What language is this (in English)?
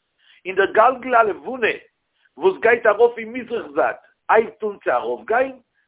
Yiddish